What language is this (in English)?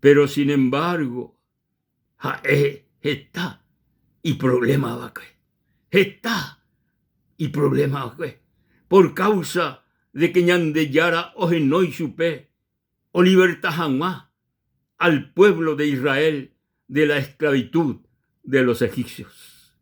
Guarani